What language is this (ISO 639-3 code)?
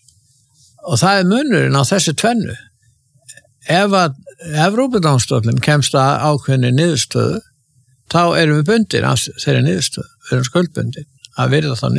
isl